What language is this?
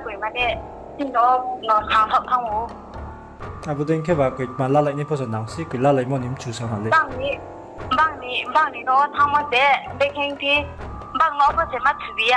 Riang (India)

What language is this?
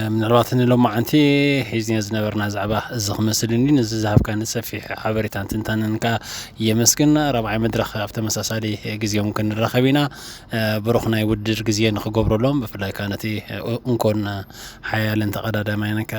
Tigrinya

